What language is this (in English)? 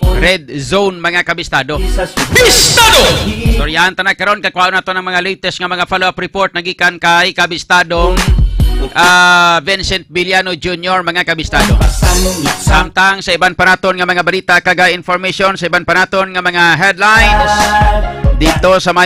Hiligaynon